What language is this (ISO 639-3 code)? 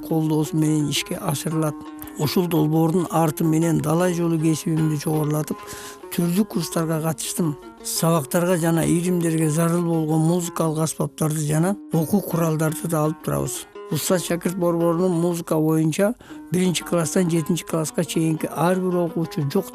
kir